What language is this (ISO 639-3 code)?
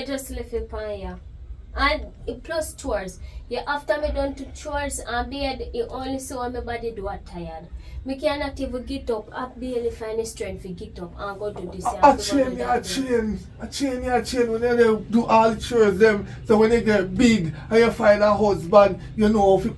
jam